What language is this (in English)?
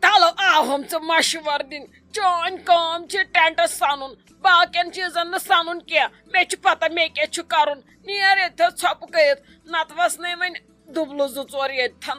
Kashmiri